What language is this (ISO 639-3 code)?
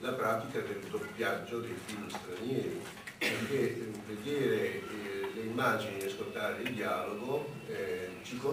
ita